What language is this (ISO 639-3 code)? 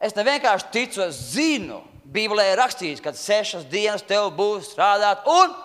lav